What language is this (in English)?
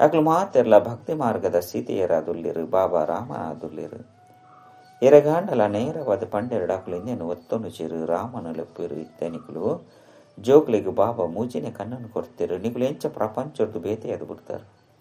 Tulu